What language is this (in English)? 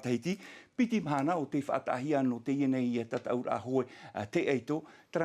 Tahitian